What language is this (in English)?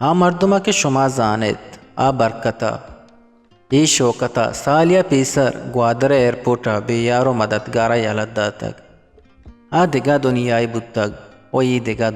Eastern Balochi